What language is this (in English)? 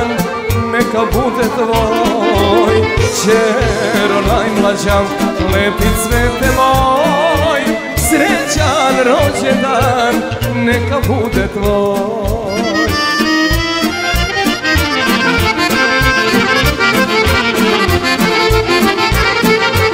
Serbian